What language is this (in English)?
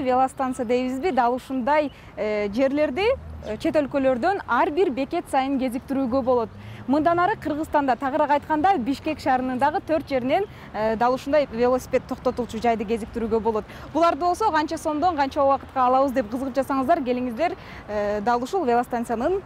Kyrgyz